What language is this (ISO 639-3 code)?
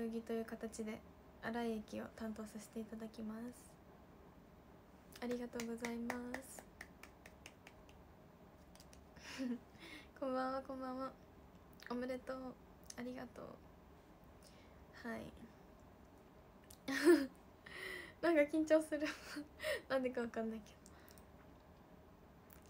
jpn